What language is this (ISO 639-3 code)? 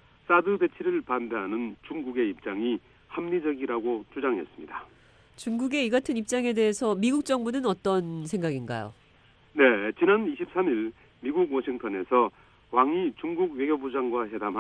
kor